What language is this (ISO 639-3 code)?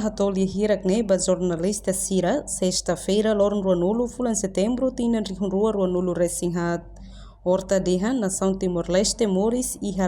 tet